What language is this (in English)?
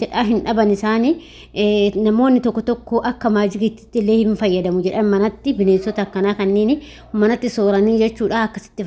Oromo